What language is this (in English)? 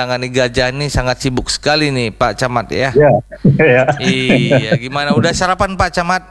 Indonesian